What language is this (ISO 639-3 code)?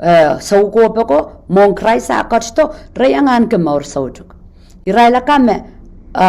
pon